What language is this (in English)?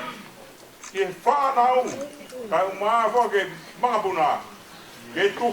Tongan